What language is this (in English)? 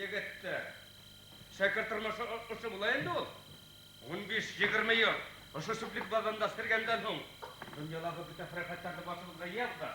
Bashkir